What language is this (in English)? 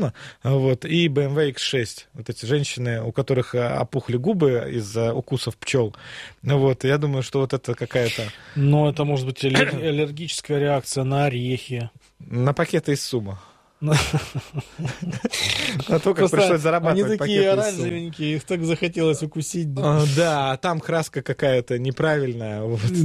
Russian